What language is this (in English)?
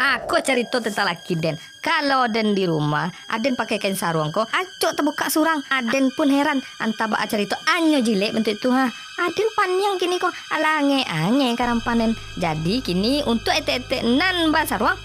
Minangkabau